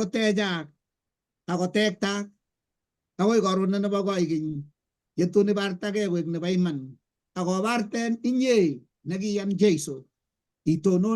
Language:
Kalenjin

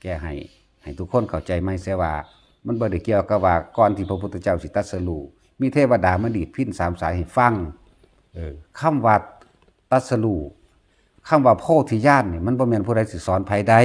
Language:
Northeastern Thai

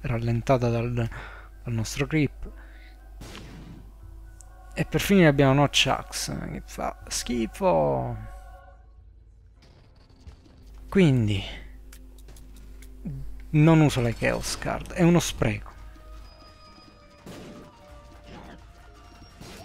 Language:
Italian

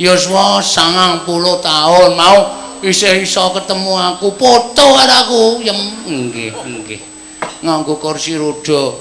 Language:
Javanese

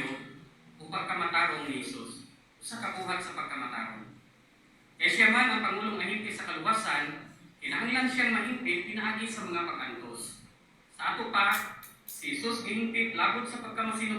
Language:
Cebuano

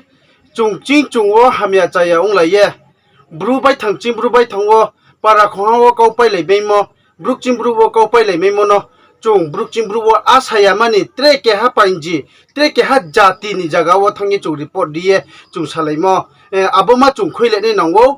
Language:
Riang (India)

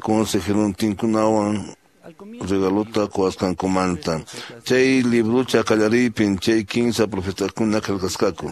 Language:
Quechua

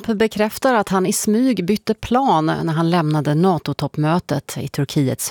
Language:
Swedish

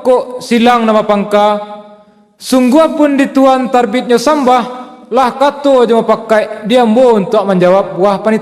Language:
Minangkabau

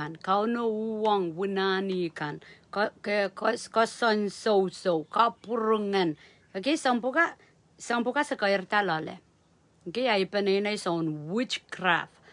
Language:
Pohnpeian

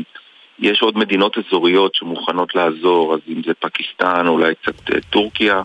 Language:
Hebrew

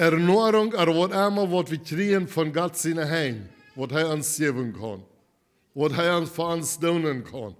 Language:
Plautdietsch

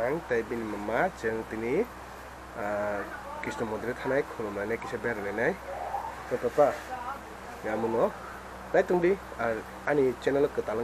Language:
Kok Borok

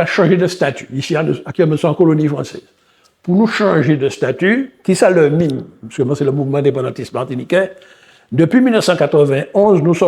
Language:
Guadeloupean Creole French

